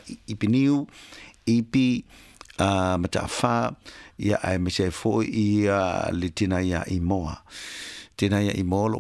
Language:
Samoan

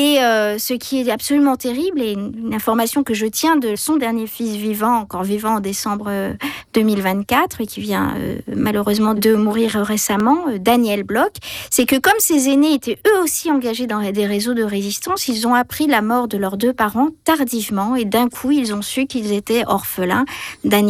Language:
French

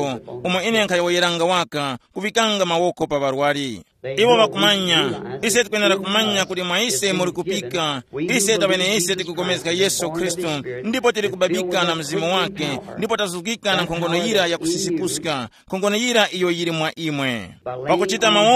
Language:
Tumbuka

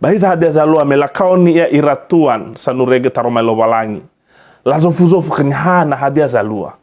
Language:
Nias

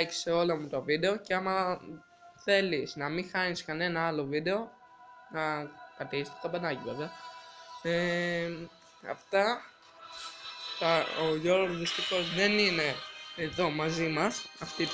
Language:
Greek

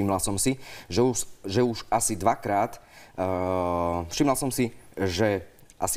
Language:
Slovak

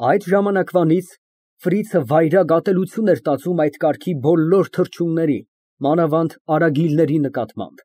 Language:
Armenian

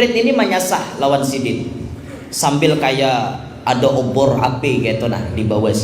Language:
Banjar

